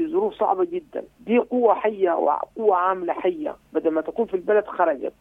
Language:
Sudanese Arabic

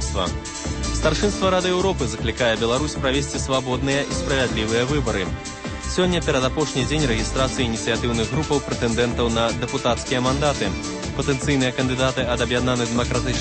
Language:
Belarusian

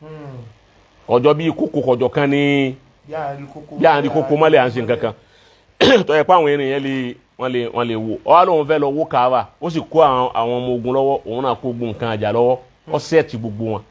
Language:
Yoruba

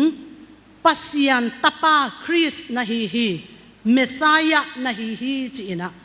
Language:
Tedim Chin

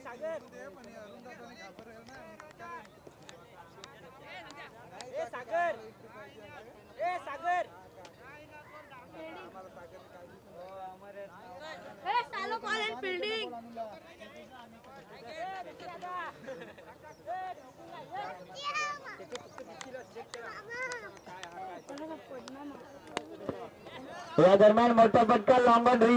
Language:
Marathi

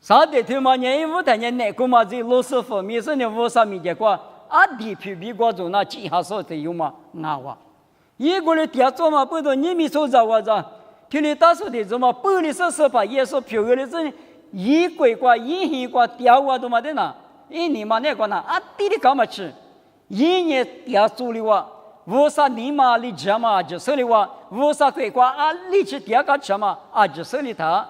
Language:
Lisu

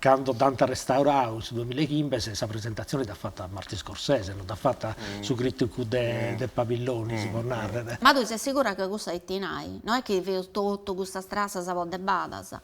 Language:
Sardinian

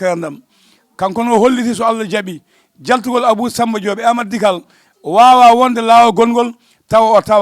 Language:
Fula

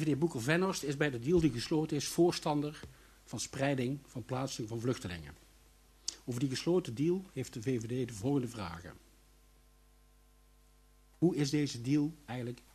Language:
Dutch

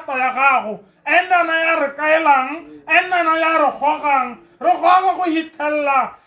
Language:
Tswana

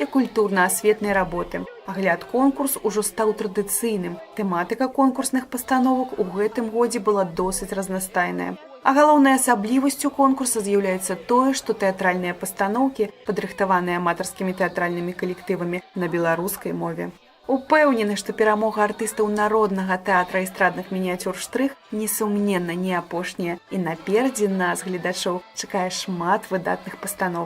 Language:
Belarusian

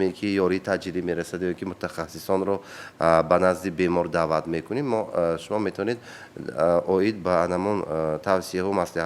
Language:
Tajik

